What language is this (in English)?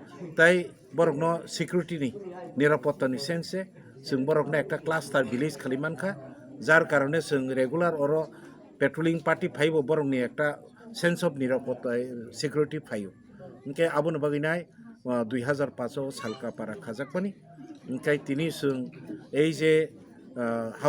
Kok Borok